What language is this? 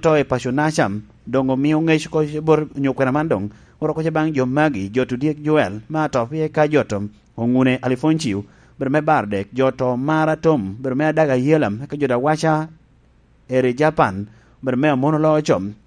Lango (Uganda)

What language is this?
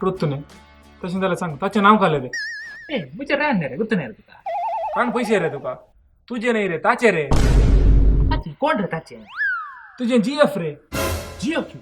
Konkani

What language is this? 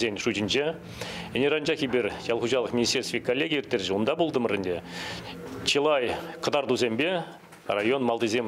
Chuvash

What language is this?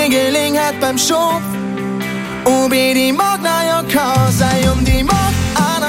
German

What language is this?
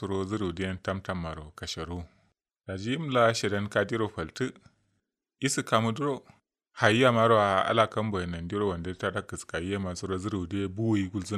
Kanuri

